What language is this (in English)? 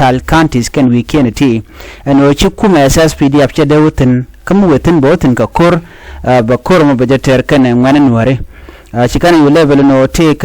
Nuer